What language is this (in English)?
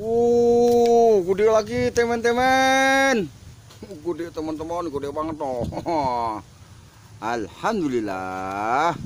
Betawi